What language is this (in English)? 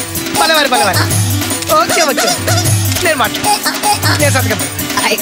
Telugu